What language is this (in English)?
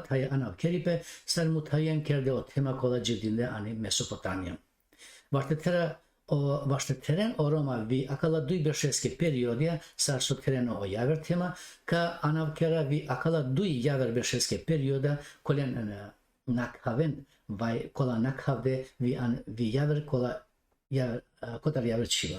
Balkan Romani